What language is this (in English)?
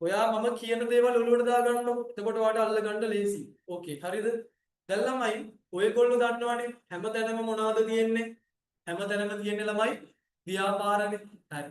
Sinhala